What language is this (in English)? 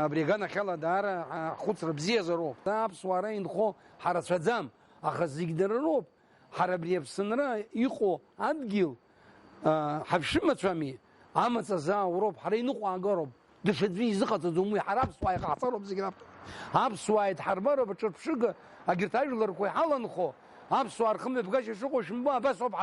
Abkhazian